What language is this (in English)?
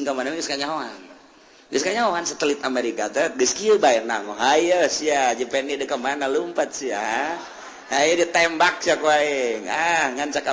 Sundanese